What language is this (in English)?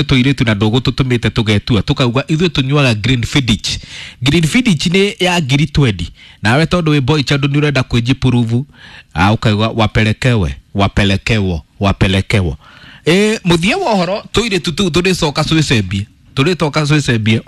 Kikuyu